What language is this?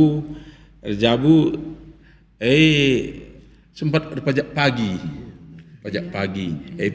Batak Karo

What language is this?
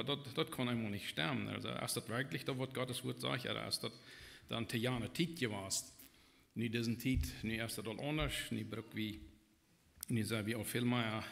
Plautdietsch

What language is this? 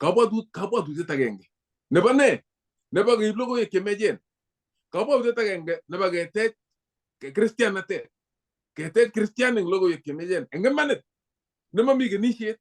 Kalenjin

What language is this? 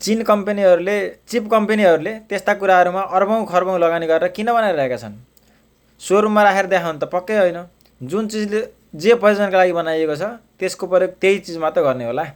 Nepali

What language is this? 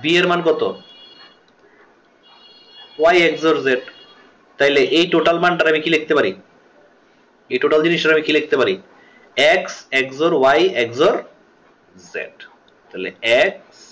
Bangla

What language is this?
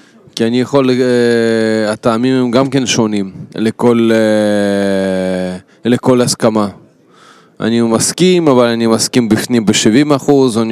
Hebrew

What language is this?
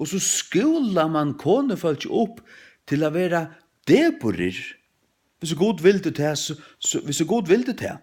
Faroese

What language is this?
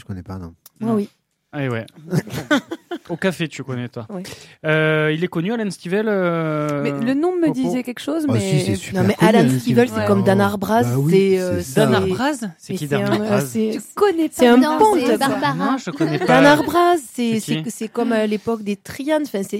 French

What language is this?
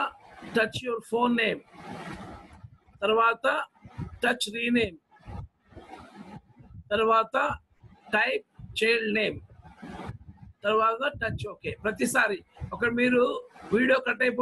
Telugu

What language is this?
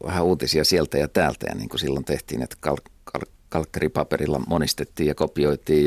Finnish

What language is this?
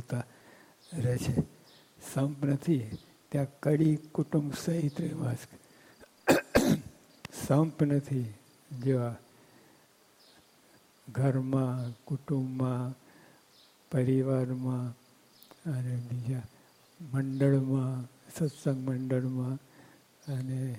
Gujarati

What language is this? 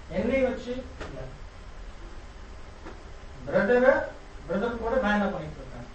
Tamil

